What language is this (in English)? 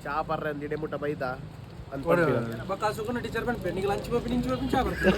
Tulu